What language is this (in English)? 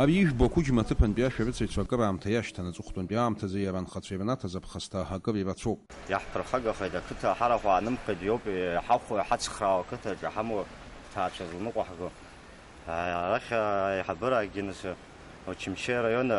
Abkhazian